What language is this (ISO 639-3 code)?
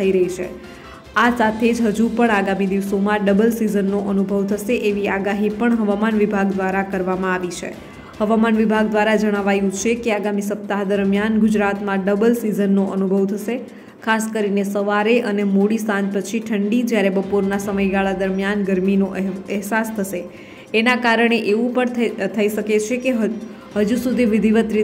guj